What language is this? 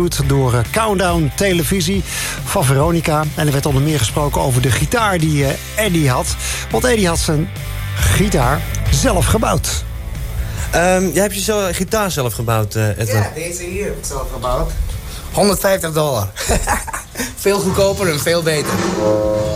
Dutch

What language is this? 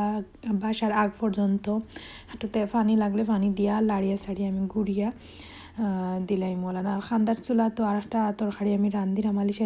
Sylheti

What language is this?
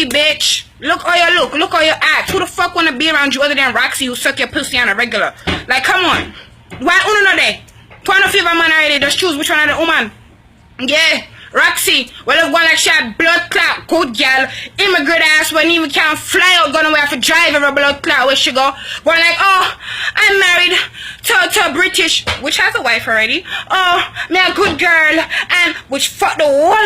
Jamaican Creole English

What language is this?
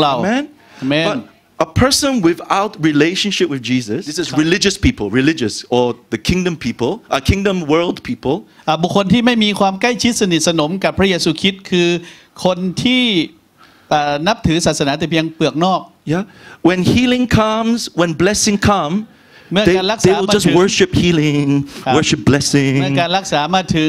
Thai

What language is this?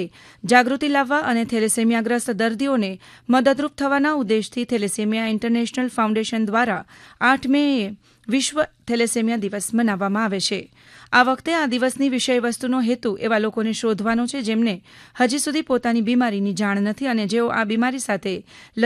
Gujarati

